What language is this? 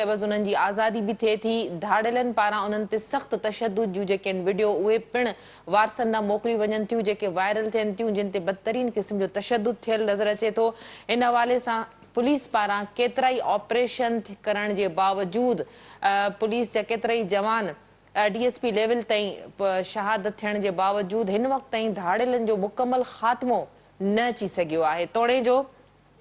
Sindhi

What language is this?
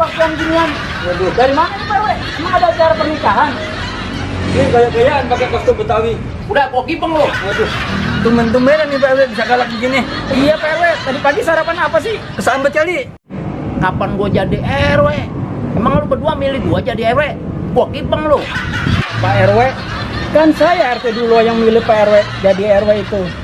Betawi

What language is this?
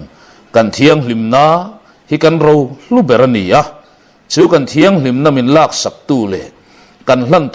Mizo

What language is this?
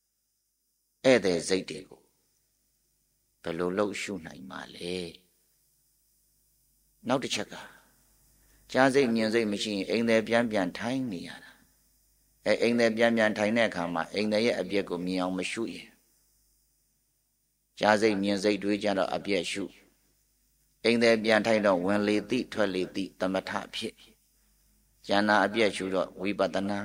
Burmese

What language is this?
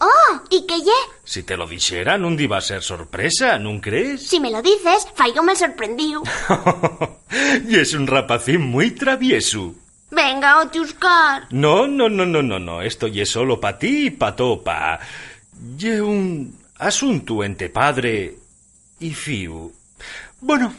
Asturian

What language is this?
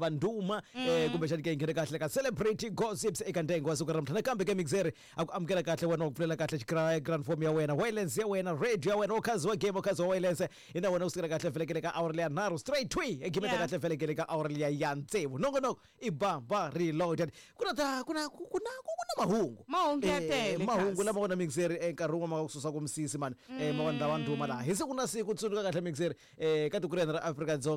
Tsonga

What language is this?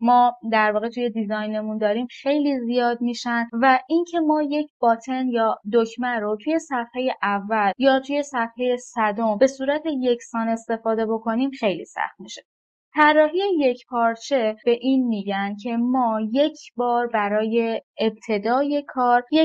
Persian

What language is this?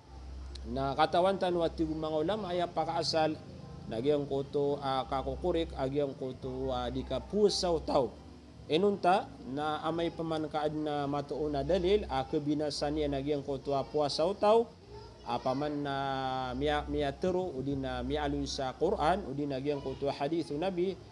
Maranao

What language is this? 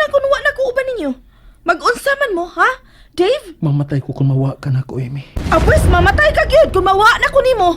Cebuano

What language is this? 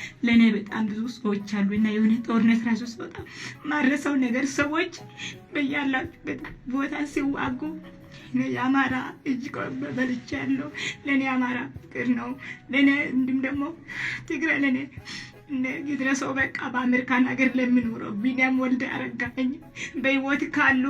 Amharic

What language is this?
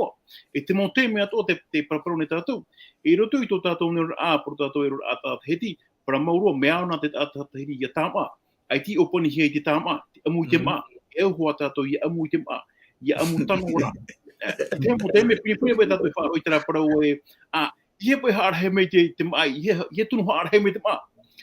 Tahitian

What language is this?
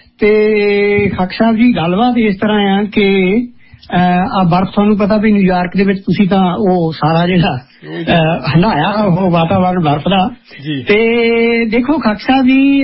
Punjabi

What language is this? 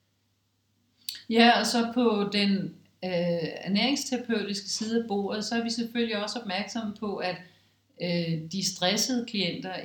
Danish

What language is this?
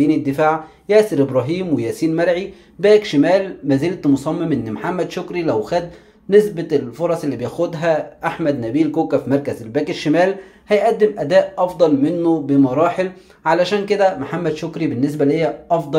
Egyptian Arabic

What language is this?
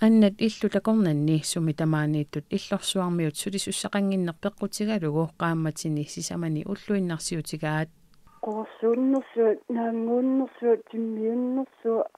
Kalaallisut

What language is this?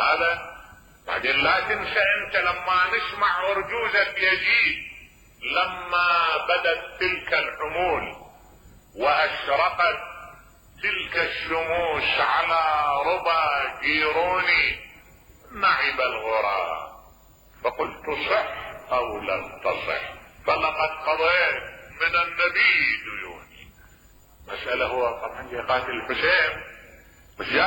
Mesopotamian Arabic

